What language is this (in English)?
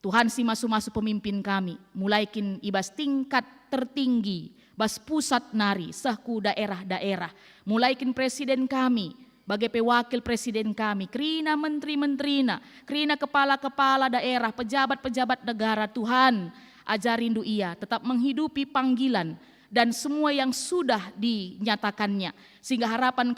Batak Karo